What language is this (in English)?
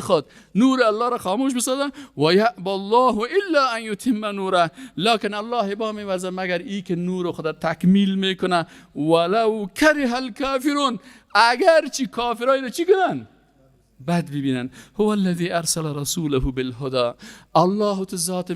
Persian